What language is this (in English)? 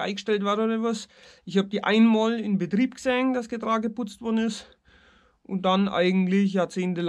German